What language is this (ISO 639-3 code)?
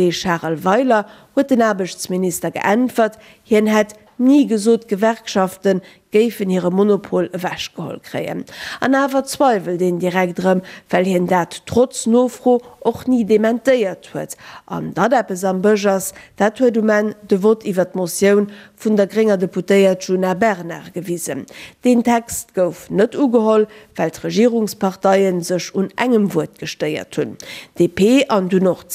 ltz